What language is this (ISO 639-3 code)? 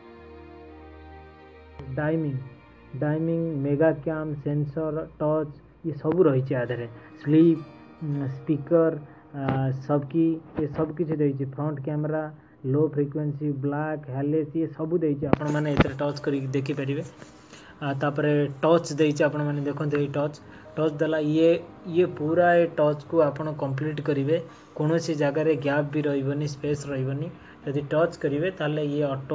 ori